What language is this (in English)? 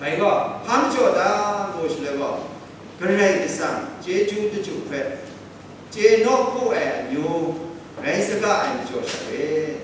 Kachin